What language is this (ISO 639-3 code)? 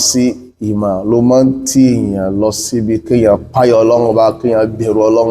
yor